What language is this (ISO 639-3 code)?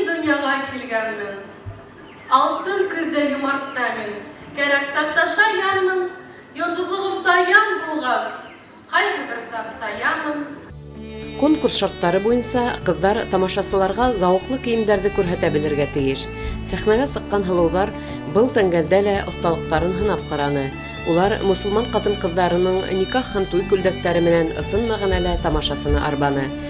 bak